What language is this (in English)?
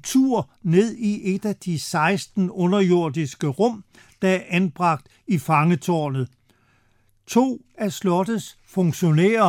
Danish